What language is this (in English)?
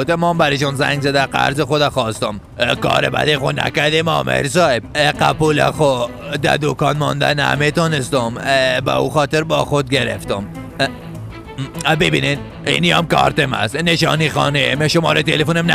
Persian